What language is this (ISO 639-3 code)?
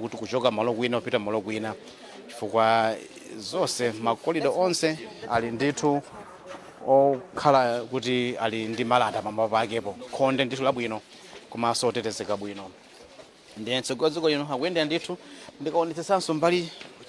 nya